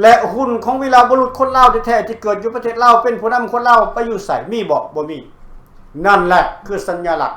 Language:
Lao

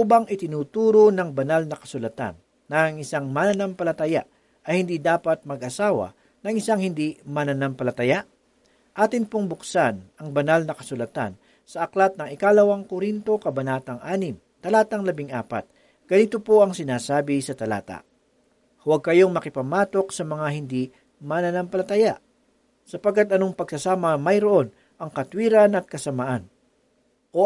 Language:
Filipino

